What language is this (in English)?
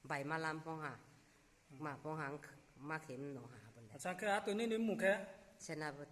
Riang (India)